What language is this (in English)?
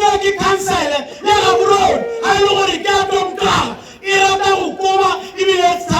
Tswana